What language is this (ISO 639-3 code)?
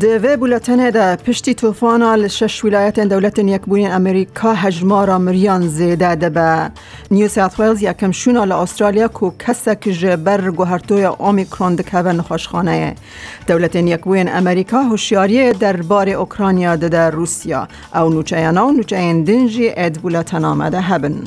kur